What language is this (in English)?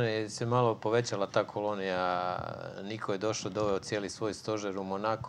Croatian